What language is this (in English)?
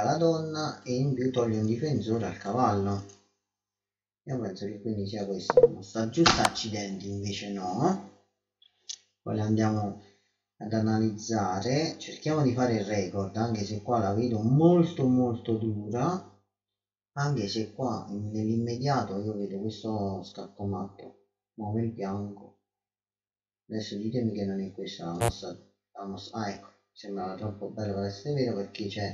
Italian